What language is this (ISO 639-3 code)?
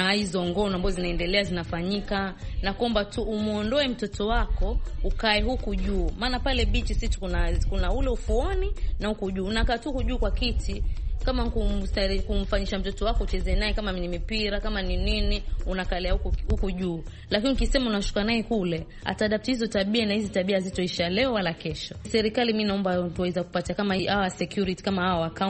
swa